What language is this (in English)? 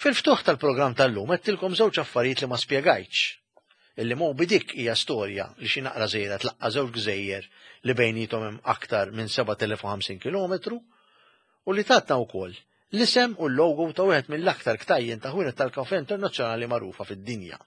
Maltese